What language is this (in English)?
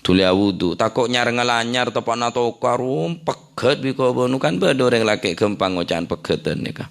Madurese